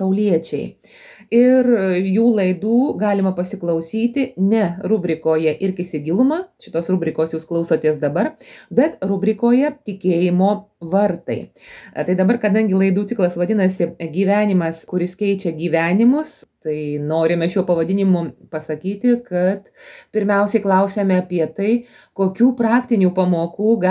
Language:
Lithuanian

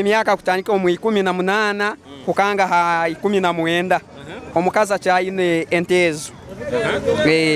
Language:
Nyoro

